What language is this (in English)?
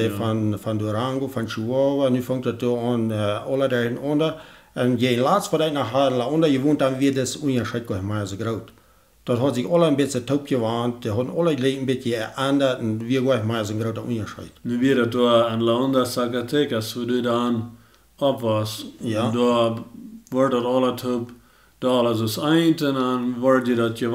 Plautdietsch